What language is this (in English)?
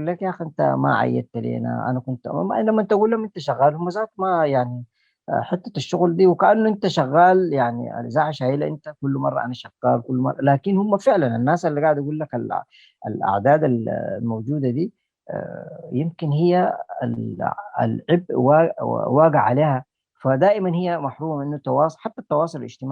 Sudanese Arabic